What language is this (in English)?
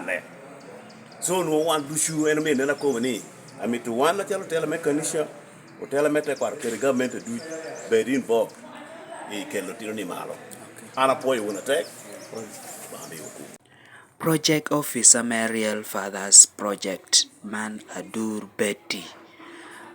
Lango (Uganda)